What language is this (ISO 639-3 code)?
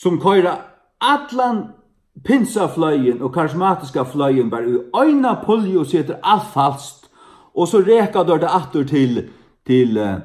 fao